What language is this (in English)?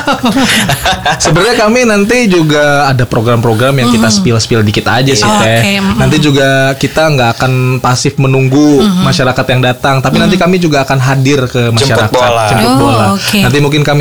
Indonesian